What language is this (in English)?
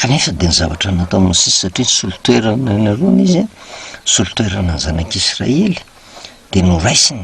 Malagasy